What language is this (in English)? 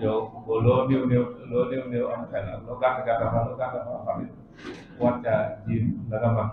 Wolof